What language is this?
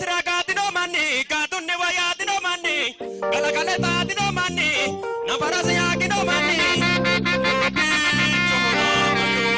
Sidamo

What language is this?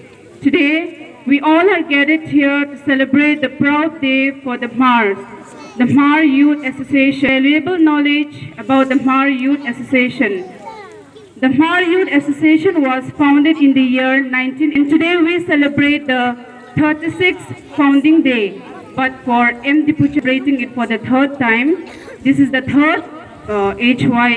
Hmar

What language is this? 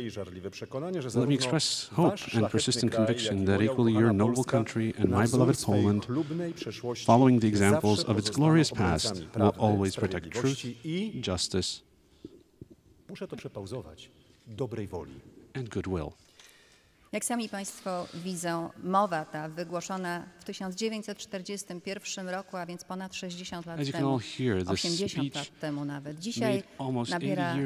Polish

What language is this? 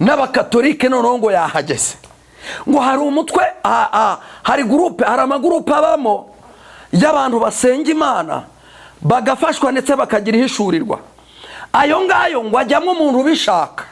Kinyarwanda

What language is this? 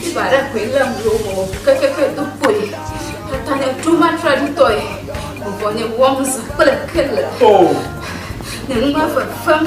Ewe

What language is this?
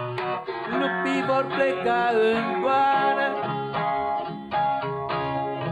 Romanian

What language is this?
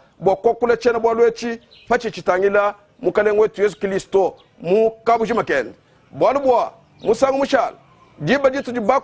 Luba-Lulua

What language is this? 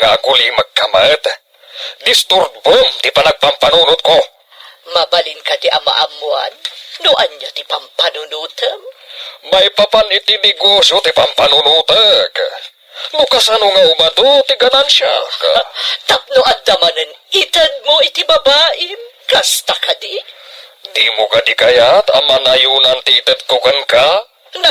Iloko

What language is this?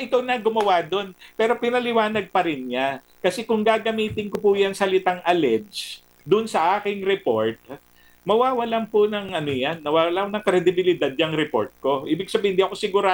Filipino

